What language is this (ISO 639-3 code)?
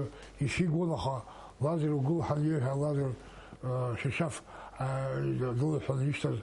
abk